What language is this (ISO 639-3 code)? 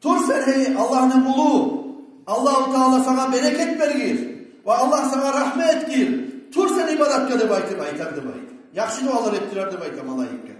kum